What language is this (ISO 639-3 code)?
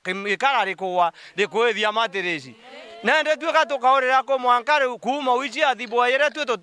mer